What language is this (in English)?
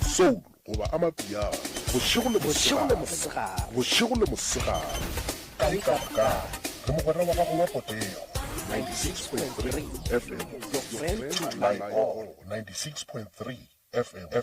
Northern Sotho